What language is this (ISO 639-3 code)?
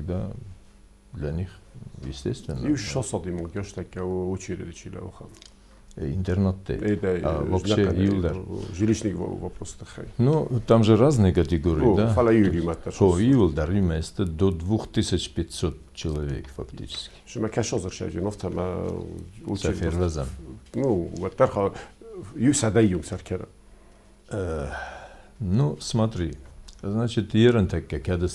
oss